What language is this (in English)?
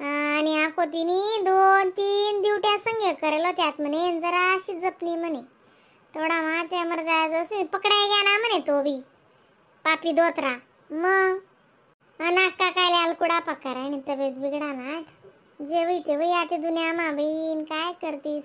Khandesi